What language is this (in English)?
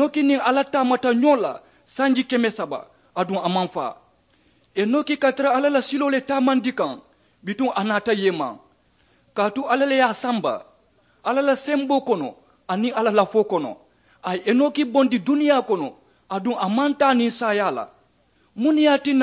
Mandingo